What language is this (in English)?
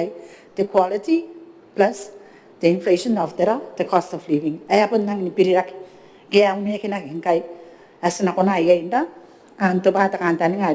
Gilbertese